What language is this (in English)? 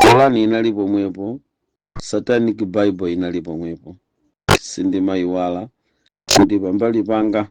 Nyanja